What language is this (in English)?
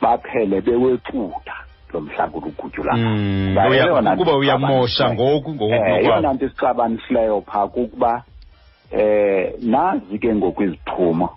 Xhosa